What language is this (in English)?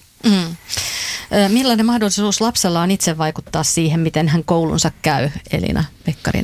Finnish